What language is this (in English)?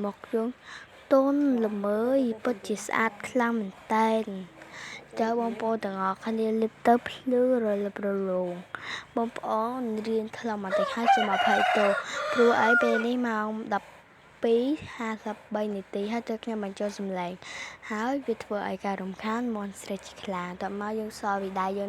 Khmer